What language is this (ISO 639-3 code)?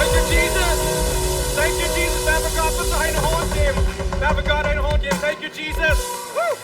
pdt